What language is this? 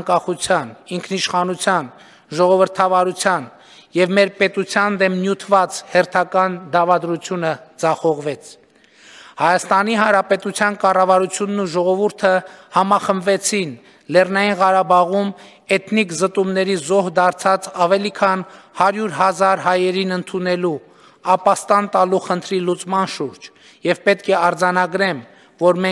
Armenian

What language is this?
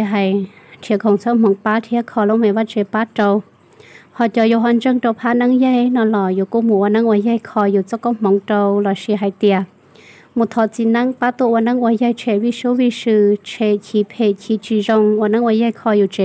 Hmong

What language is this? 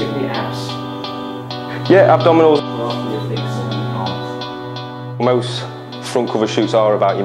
English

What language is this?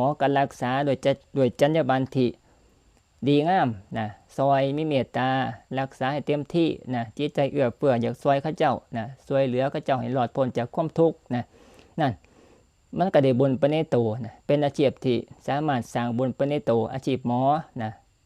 Northeastern Thai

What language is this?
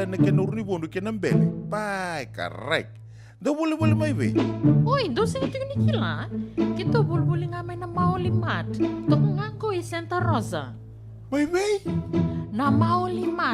Fijian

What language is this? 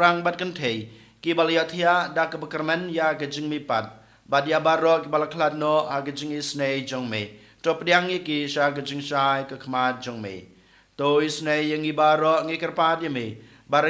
Khasi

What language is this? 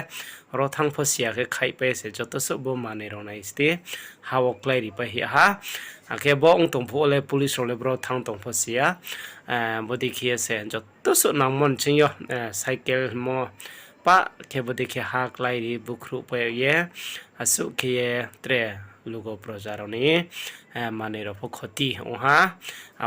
Riang (India)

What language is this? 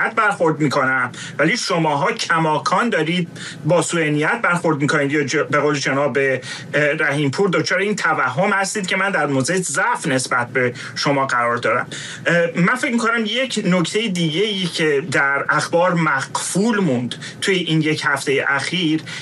Persian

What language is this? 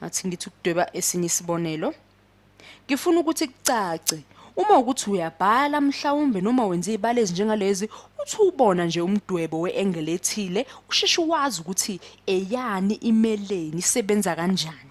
Zulu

